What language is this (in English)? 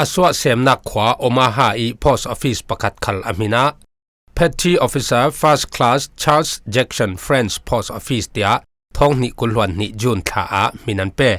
Falam Chin